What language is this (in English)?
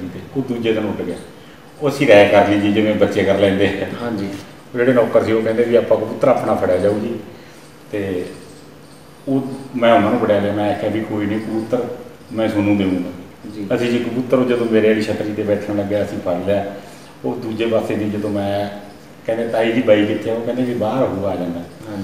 Punjabi